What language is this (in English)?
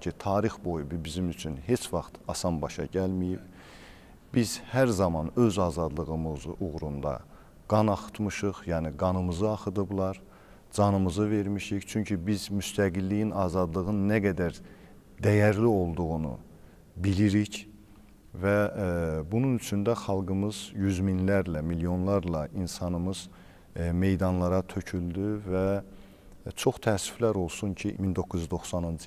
Azerbaijani